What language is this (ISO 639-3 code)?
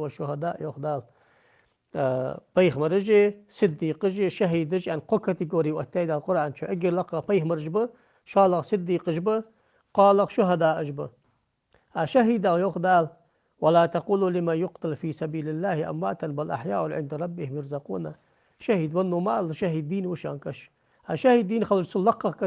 inh